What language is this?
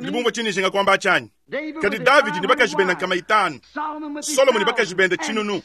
Luba-Lulua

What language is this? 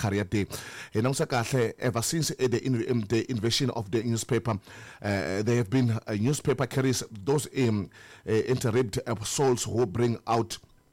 Tsonga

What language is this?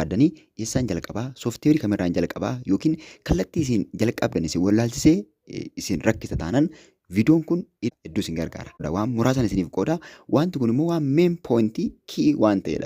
Oromo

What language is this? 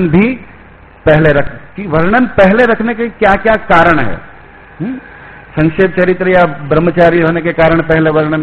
Hindi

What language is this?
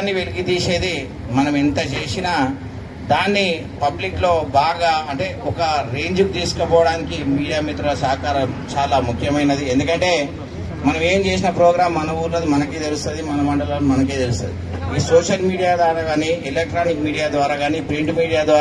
Telugu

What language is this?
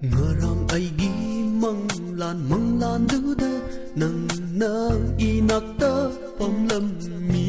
Manipuri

